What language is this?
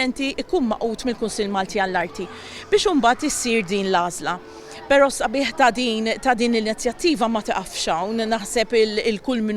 Maltese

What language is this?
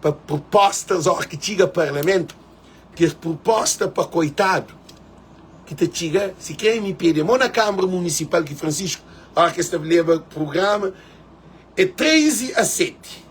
Kabuverdianu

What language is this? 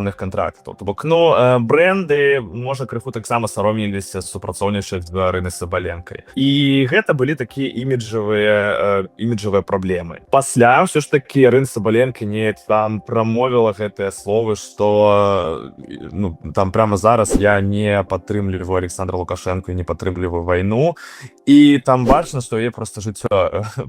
Belarusian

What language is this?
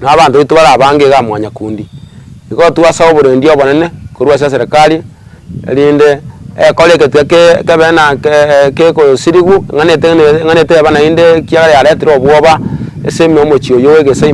Gusii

